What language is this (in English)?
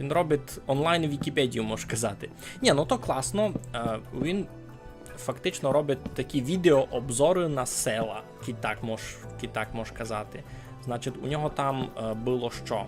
Rusyn